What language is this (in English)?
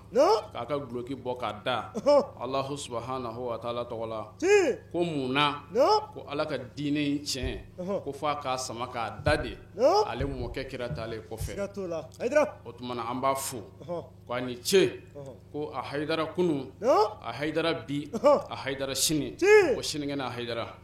Bambara